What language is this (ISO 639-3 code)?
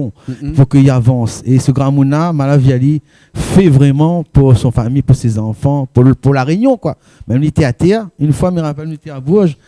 rcf